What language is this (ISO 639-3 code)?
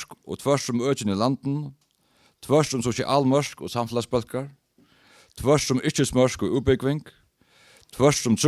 fao